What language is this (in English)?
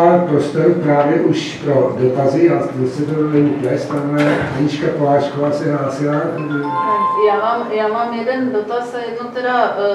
Czech